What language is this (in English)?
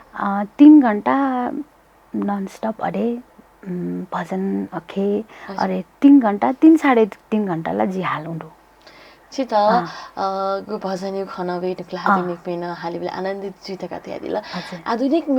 Newari